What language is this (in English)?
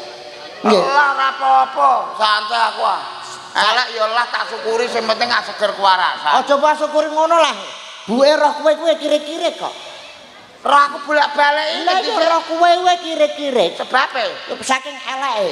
Javanese